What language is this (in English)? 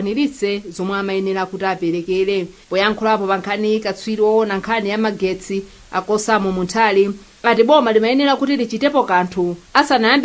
Nyanja